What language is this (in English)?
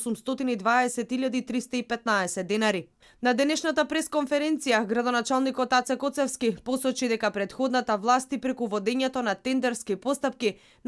Macedonian